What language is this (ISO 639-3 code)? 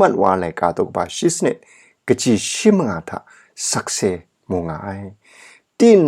kac